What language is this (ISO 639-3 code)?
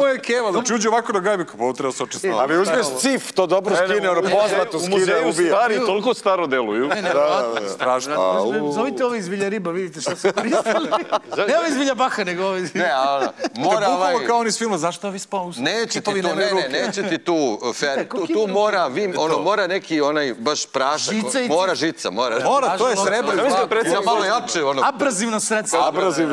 srp